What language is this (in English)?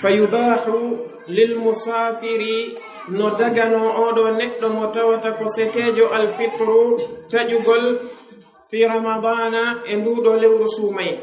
Fula